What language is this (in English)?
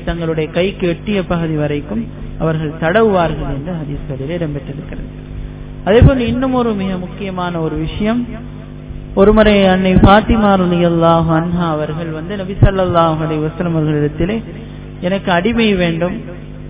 Tamil